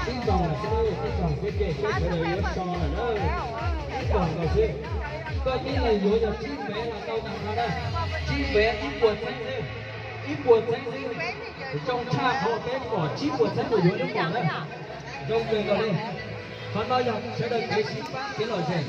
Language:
Hmong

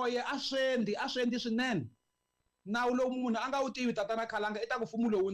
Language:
Tsonga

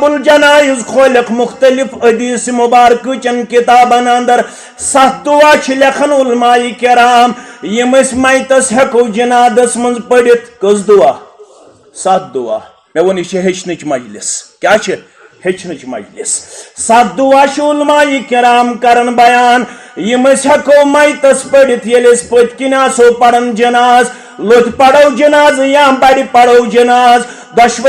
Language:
Kashmiri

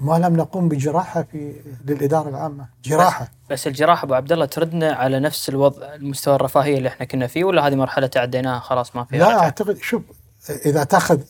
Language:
Gulf Arabic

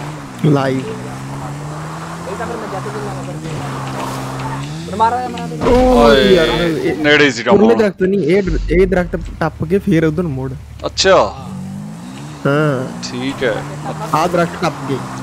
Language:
Punjabi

